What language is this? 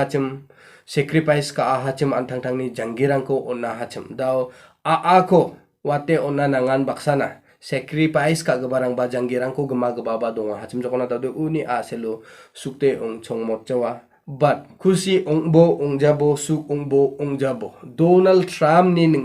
Garo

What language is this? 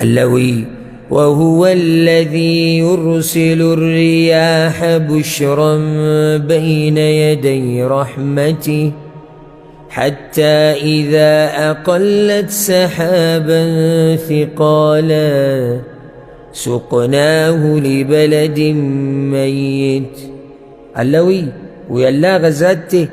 Pashto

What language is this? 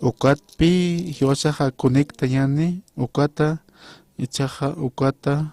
Aymara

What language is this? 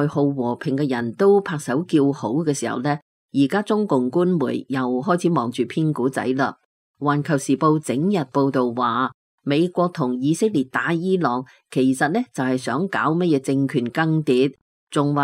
Cantonese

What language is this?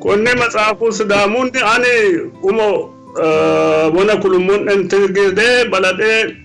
Sidamo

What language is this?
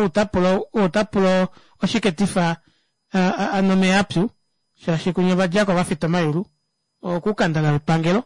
Kuanyama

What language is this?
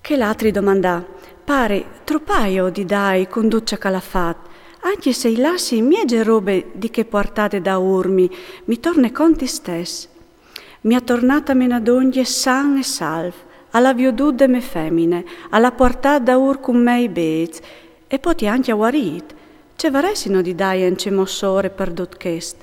Friulian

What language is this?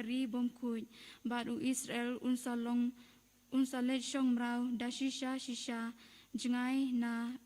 Khasi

